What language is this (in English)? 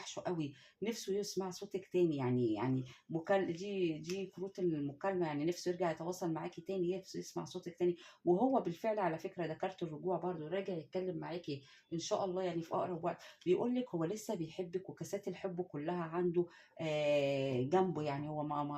Egyptian Arabic